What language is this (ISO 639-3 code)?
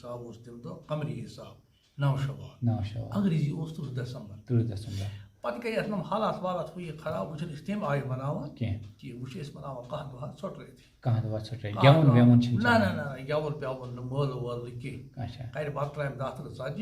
kas